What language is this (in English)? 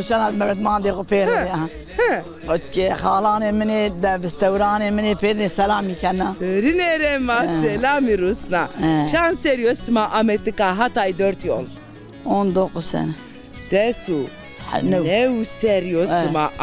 Zaza